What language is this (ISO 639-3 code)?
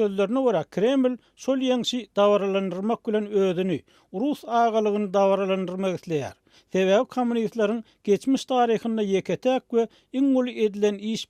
tuk